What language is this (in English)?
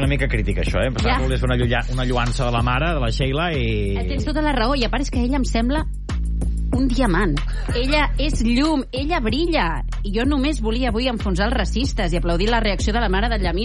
Catalan